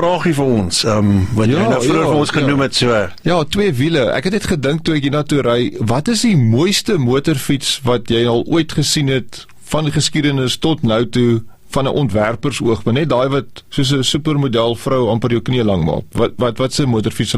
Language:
Afrikaans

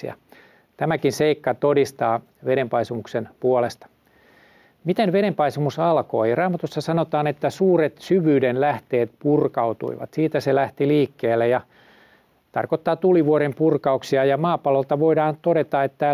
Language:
Finnish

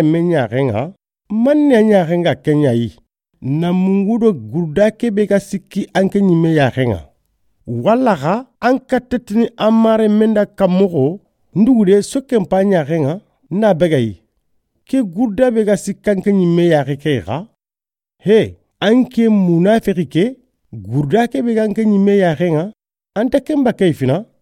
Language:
Soninke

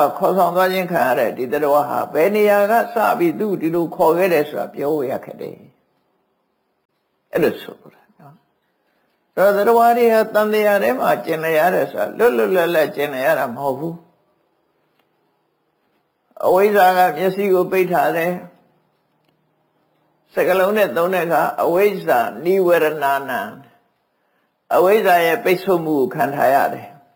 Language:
Burmese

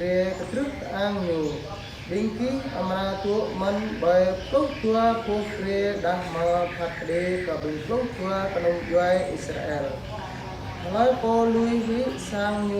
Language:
Jarai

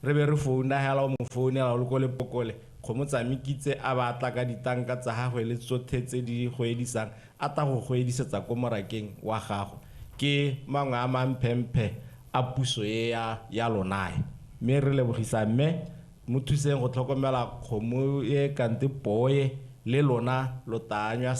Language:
Tswana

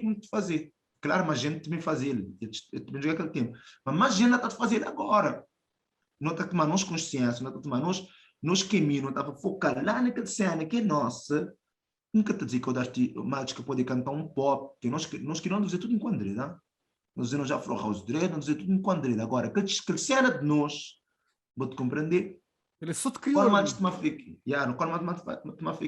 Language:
Kabuverdianu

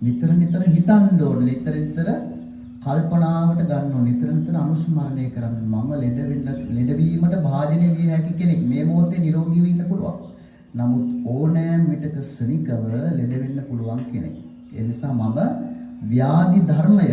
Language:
Sinhala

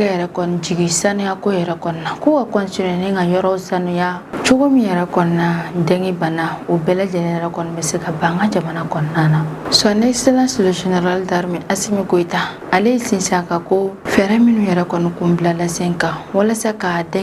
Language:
Bambara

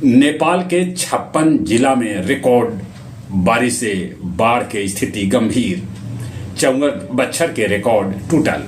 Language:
Magahi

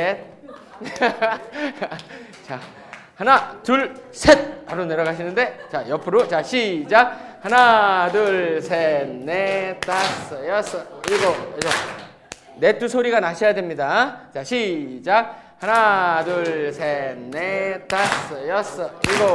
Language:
Korean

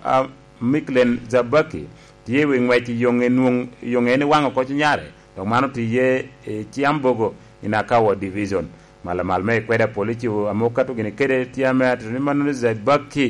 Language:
Lango (Uganda)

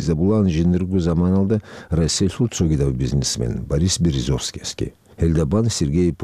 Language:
Avaric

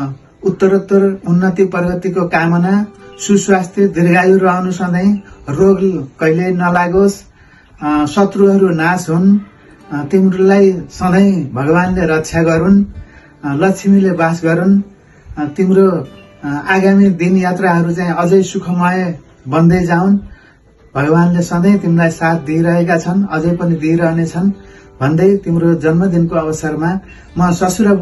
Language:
Nepali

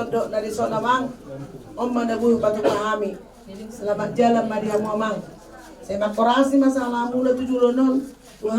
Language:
Batak Toba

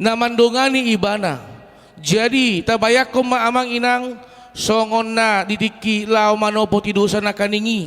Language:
Batak Toba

